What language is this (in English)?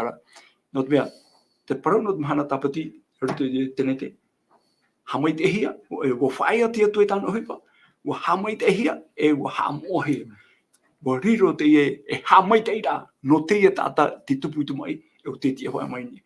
Tahitian